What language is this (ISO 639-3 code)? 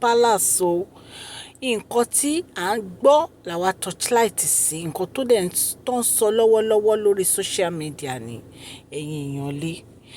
yor